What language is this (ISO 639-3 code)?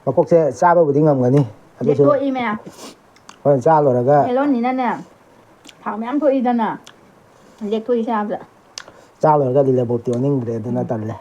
mni